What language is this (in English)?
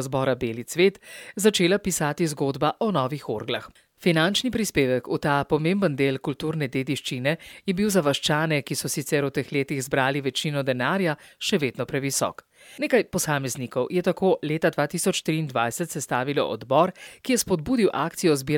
Slovenian